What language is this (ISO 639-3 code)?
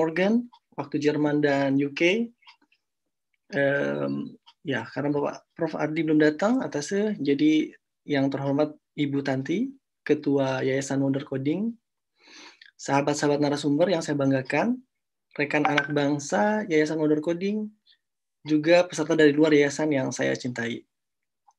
ind